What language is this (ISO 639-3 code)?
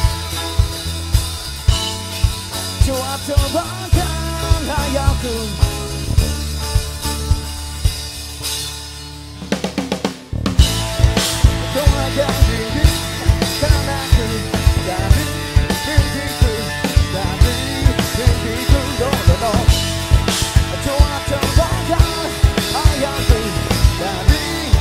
ind